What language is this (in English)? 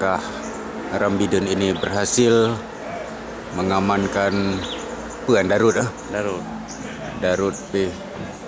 Achinese